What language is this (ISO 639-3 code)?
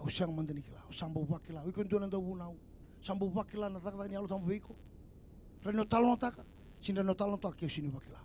fij